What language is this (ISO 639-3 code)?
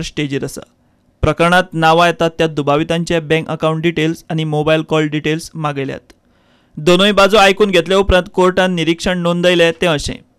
kok